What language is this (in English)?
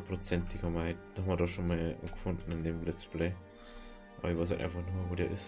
Bavarian